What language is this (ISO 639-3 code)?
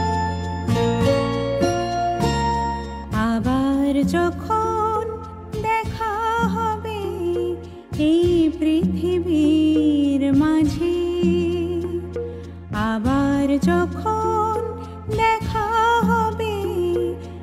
ben